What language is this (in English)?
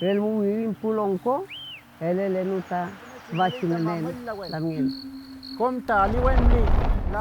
Mapuche